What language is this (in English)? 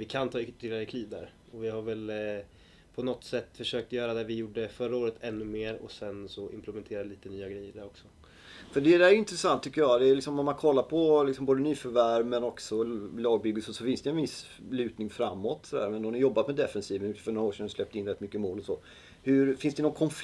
Swedish